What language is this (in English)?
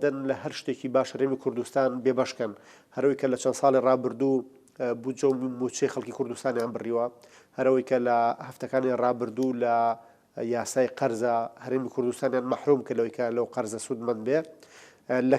Central Kurdish